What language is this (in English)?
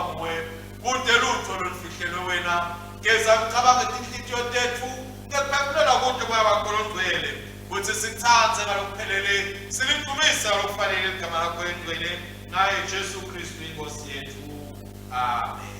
Swati